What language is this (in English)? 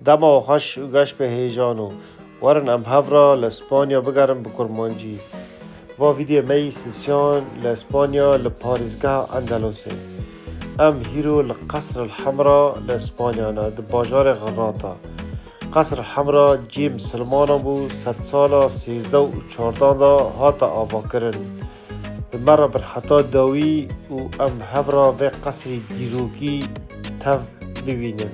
Kurdish